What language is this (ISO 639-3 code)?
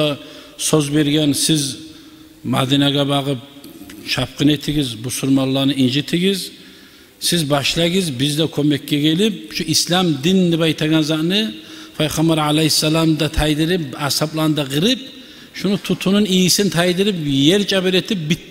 kum